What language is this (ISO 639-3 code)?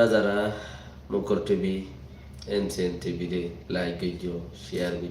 rhg